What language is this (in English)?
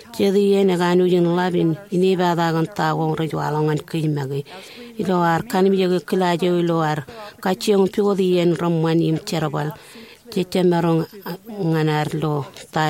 Marshallese